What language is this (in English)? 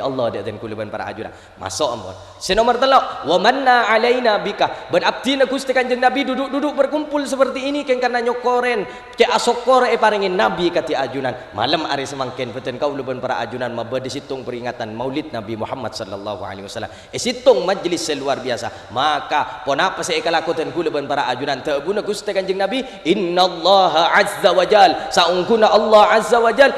Madurese